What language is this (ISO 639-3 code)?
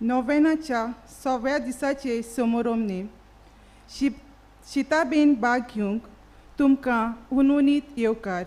kok